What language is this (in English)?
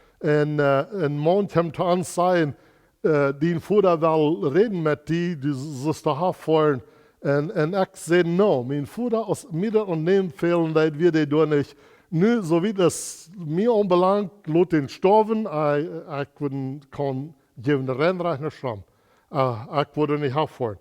Plautdietsch